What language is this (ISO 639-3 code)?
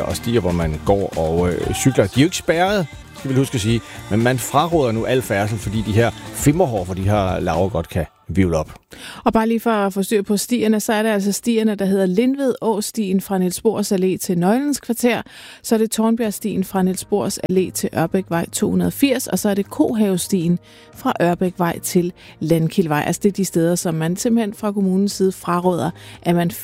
dan